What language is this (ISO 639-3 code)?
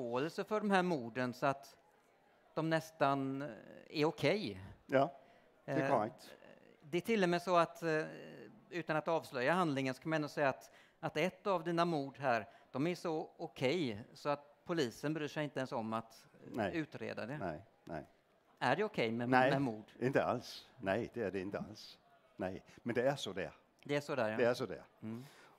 swe